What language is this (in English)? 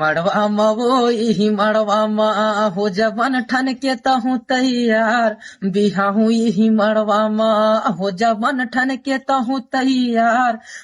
Chhattisgarhi